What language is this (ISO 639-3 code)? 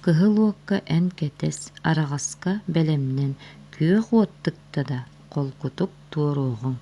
sah